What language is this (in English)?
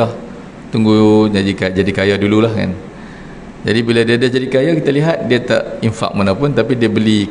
Malay